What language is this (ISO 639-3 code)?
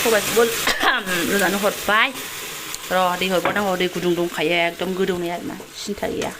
brx